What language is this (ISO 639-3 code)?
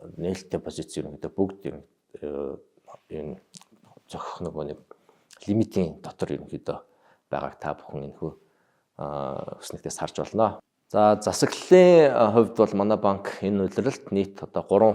mon